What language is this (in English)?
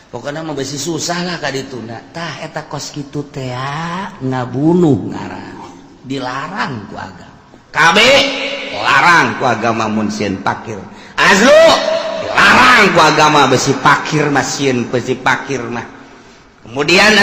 Sundanese